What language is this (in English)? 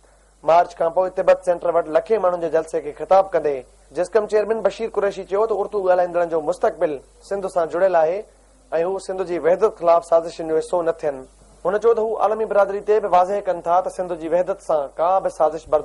Sindhi